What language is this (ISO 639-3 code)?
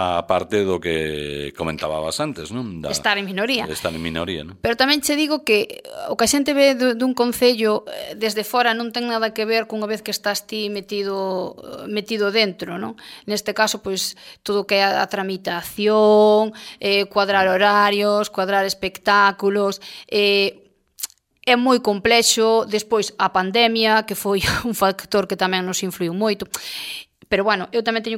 glg